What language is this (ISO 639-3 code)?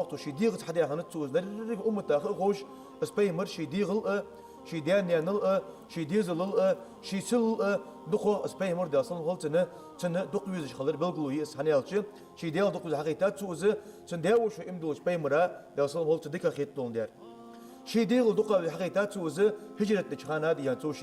inh